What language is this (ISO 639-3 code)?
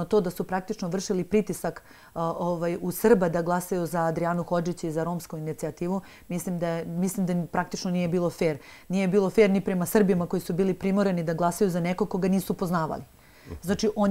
srp